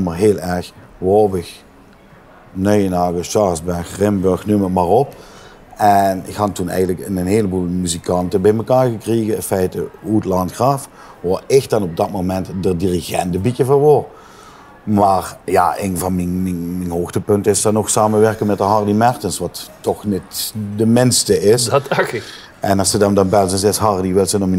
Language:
Limburgish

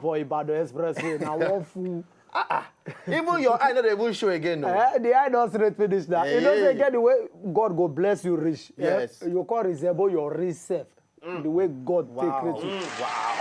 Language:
Nigerian Pidgin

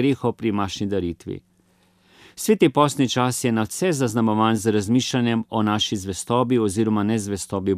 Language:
Slovenian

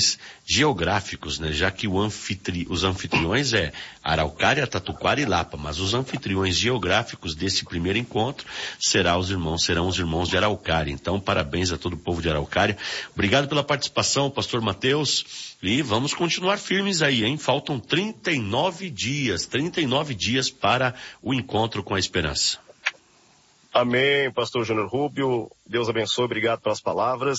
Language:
Portuguese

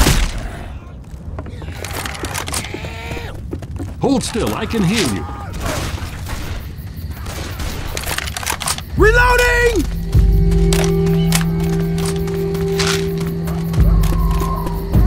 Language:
English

